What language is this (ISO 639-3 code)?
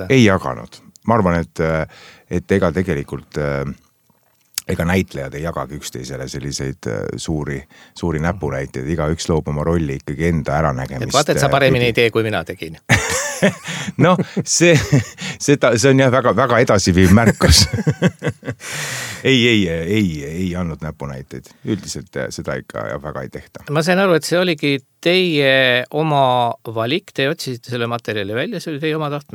est